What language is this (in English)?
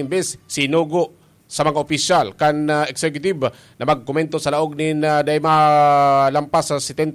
Bikol